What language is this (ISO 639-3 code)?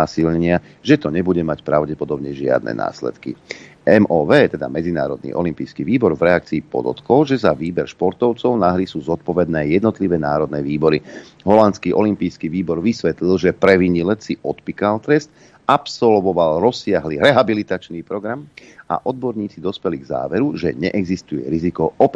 slk